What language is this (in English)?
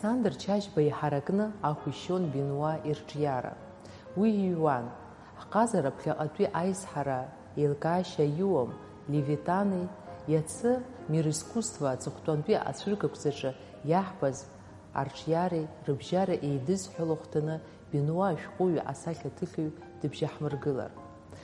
Abkhazian